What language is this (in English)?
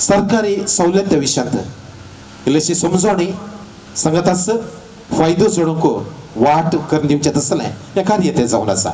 Konkani